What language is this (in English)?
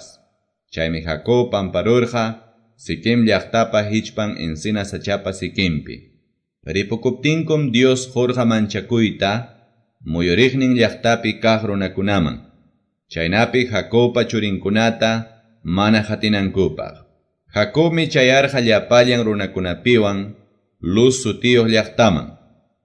Quechua